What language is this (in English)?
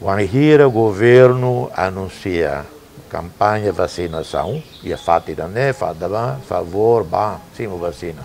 Tetum